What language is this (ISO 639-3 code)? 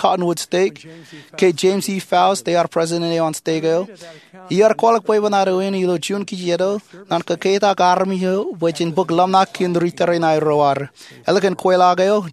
mah